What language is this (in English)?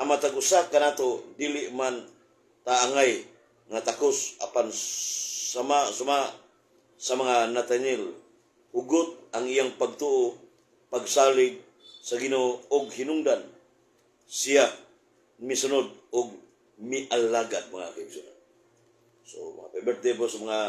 Cebuano